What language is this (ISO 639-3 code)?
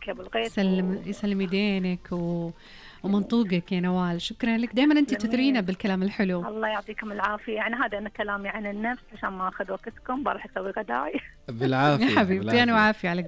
ars